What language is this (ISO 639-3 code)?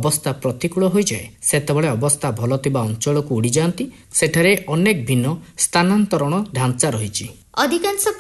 ori